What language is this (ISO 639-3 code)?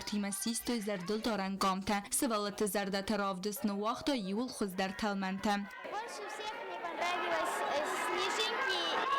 oss